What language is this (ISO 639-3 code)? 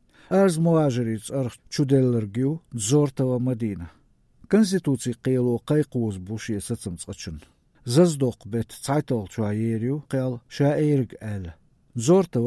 che